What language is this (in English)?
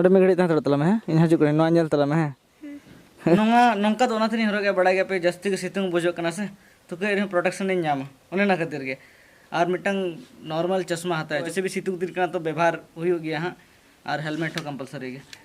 Santali